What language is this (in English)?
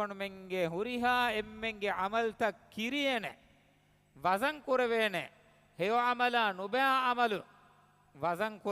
Divehi